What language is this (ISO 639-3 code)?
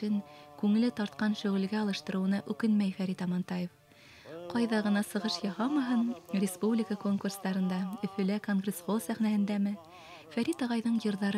bak